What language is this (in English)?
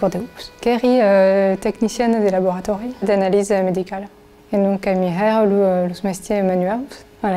Occitan